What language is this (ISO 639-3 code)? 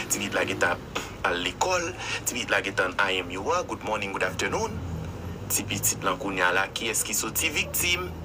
hat